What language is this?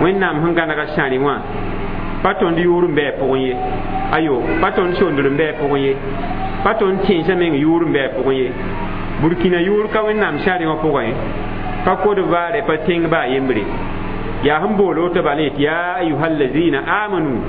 Mossi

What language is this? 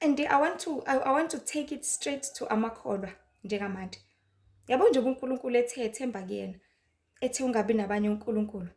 Zulu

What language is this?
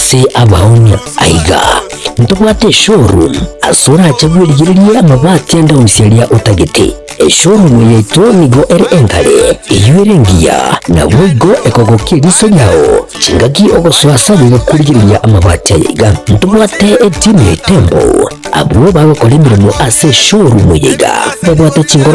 Gusii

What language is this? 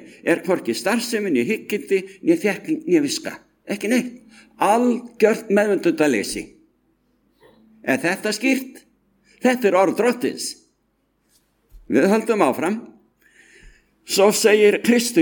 Icelandic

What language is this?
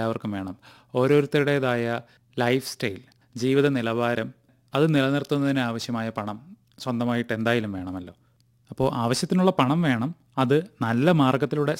Malayalam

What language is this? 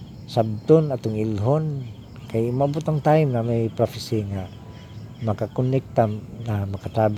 Cebuano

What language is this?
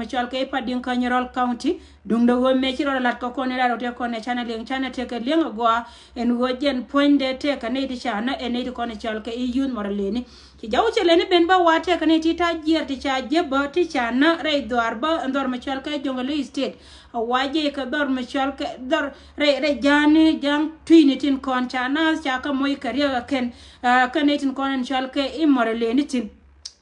Nuer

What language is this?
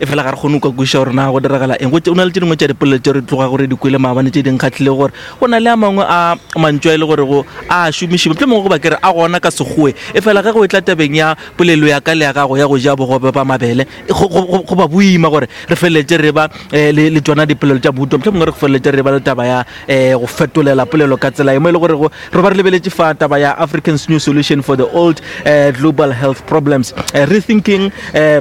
Northern Sotho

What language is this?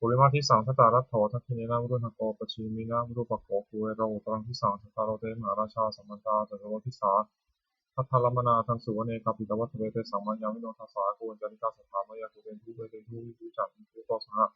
Pali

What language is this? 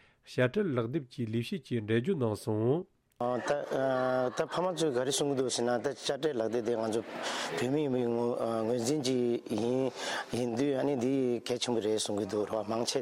Tibetan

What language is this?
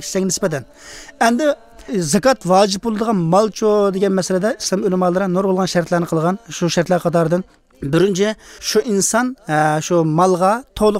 Uyghur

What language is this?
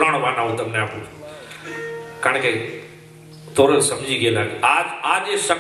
Gujarati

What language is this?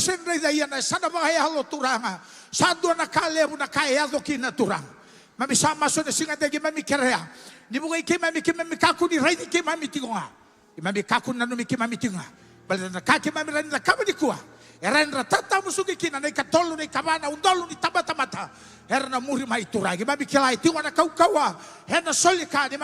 Fijian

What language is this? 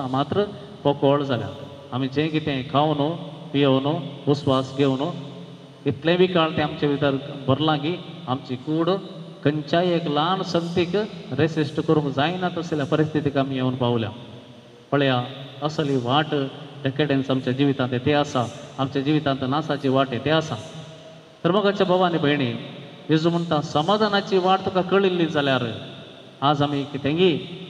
Konkani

